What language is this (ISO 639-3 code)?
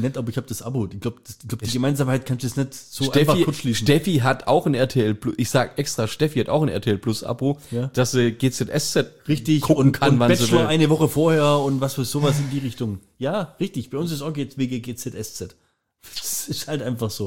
deu